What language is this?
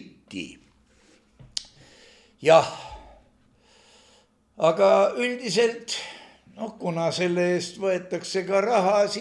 Estonian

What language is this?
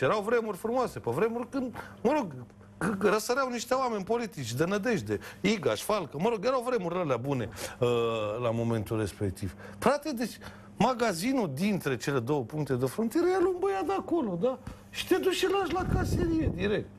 Romanian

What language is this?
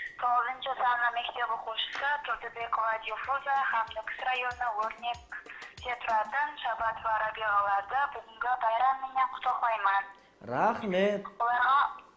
Kara-Kalpak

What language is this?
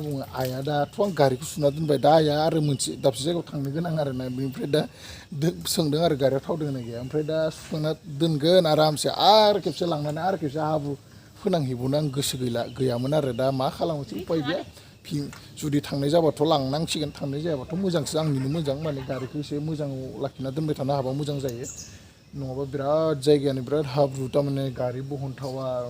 Bodo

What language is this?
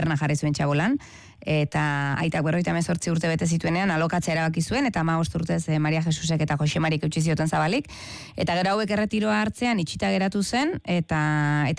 Basque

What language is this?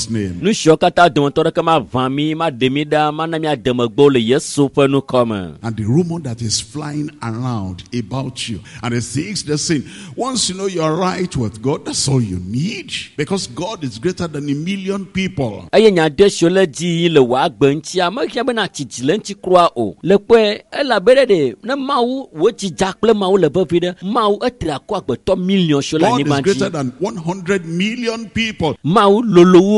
Ewe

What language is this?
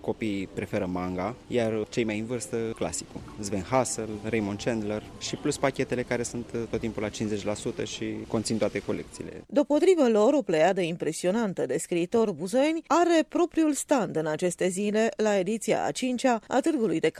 Romanian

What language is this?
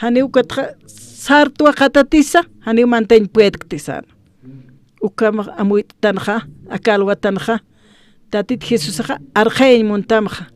Aymara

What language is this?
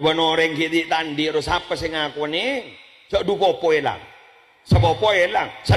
Madurese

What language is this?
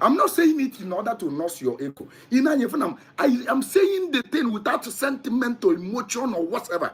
Igbo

